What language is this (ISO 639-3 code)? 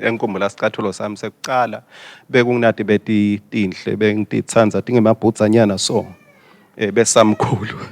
ssw